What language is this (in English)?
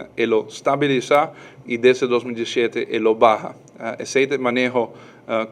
Papiamento